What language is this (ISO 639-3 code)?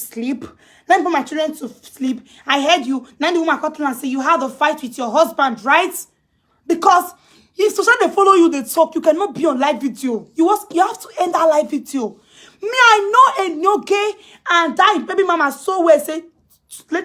pcm